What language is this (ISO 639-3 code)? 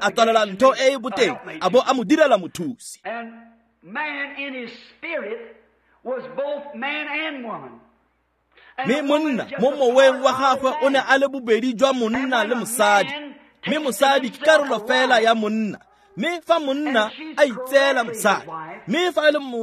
tsn